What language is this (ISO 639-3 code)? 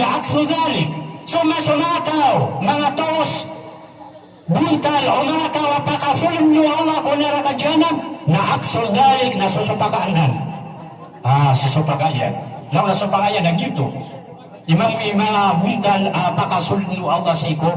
mrw